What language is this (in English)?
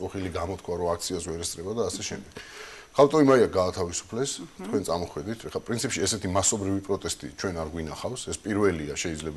Georgian